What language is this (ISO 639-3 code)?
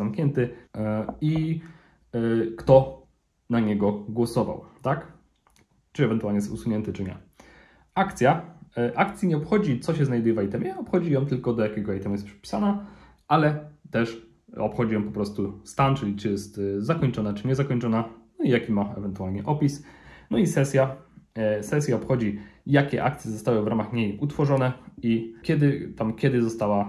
pol